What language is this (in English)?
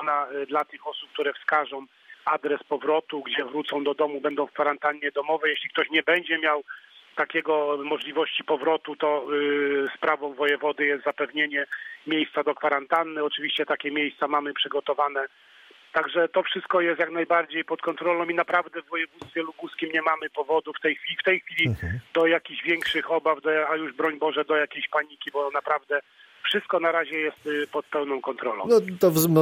Polish